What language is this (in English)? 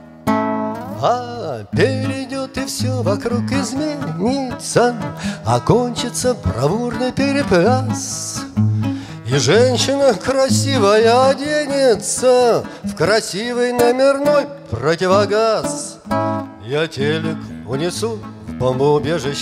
Russian